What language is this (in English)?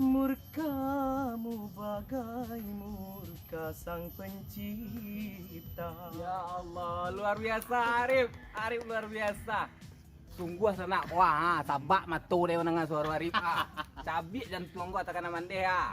Minangkabau